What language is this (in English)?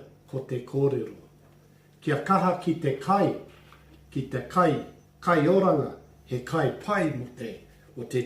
Māori